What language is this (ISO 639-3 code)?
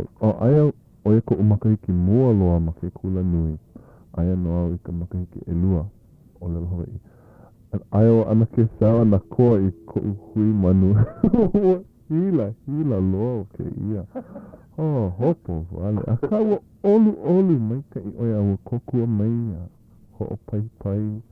haw